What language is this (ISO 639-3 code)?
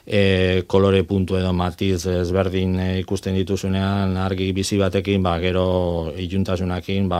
eus